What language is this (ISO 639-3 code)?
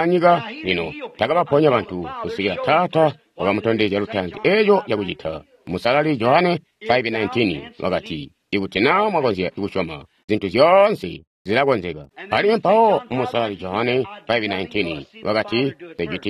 toi